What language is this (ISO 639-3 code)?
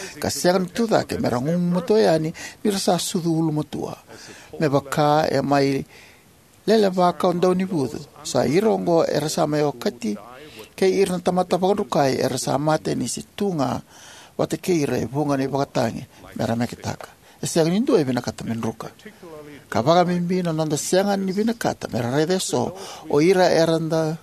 fij